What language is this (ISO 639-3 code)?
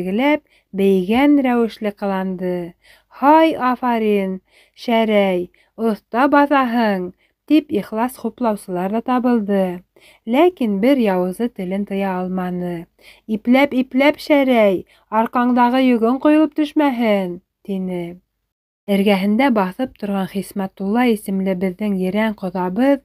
bak